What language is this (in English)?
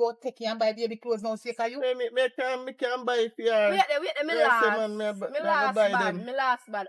Jamaican Creole English